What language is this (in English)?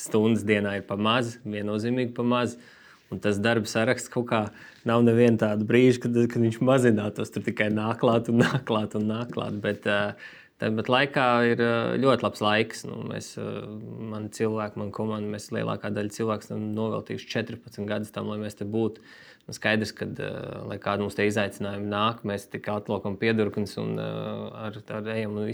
Latvian